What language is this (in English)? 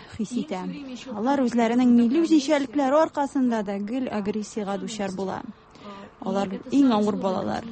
Tatar